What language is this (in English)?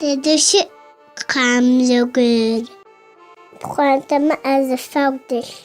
Adyghe